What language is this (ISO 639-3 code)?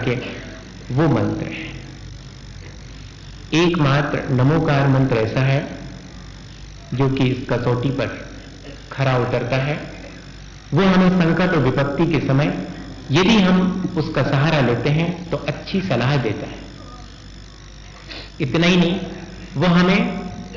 hin